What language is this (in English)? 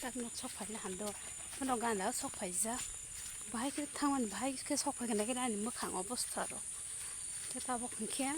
Kok Borok